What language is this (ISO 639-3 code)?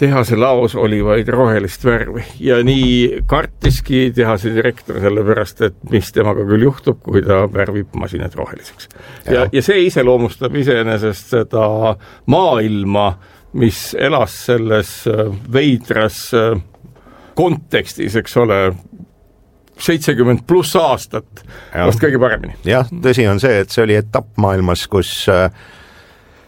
est